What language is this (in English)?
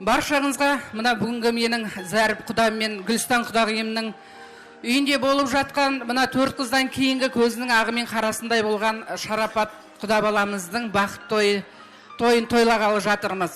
Kara-Kalpak